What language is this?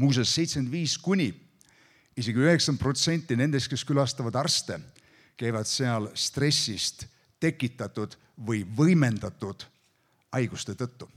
Estonian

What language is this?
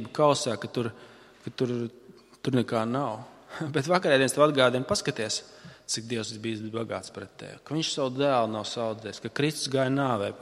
Latvian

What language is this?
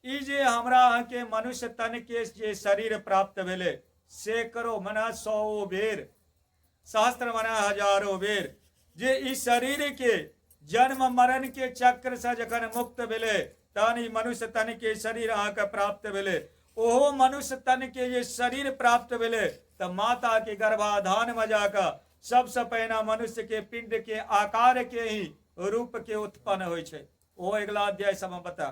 Maithili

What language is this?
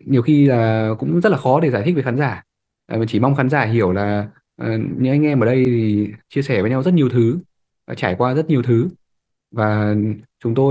Vietnamese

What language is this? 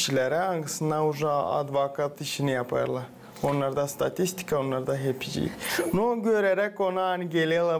Gagauz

